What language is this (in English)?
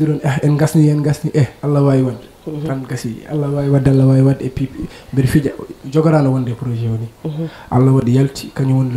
Fula